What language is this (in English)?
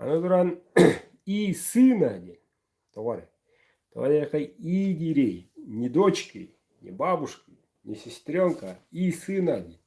Yakut